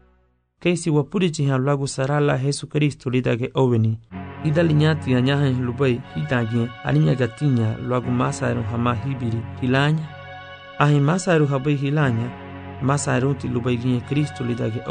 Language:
Garifuna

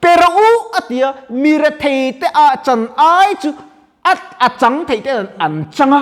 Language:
Mizo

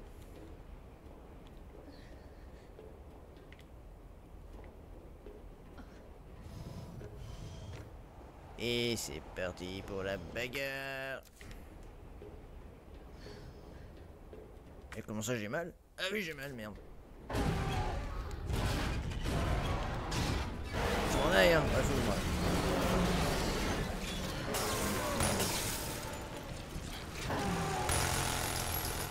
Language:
French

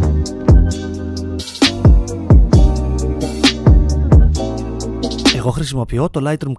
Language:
Greek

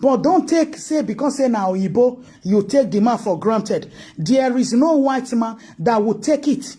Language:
Nigerian Pidgin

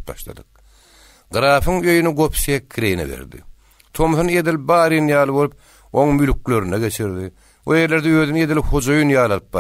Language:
Turkmen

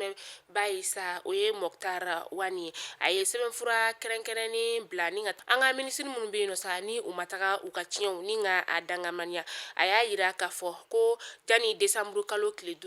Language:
Bambara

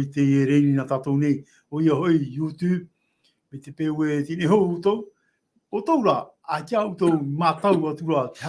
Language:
Tahitian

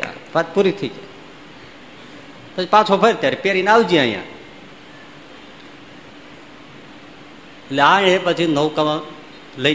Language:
Gujarati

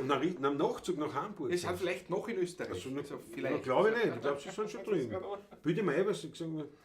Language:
Bavarian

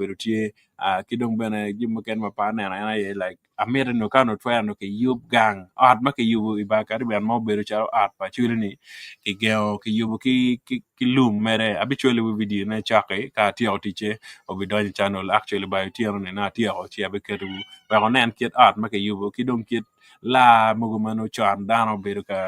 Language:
Acoli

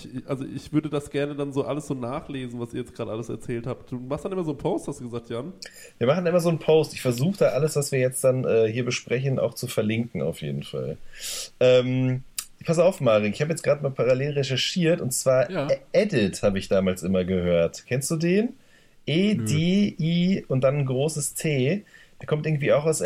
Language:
German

